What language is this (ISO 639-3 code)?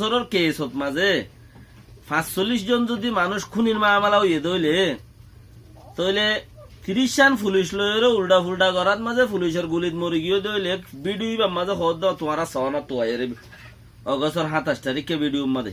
rhg